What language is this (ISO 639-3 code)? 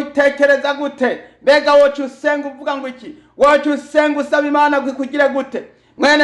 run